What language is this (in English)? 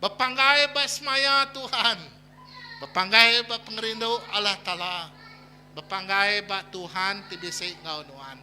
Iban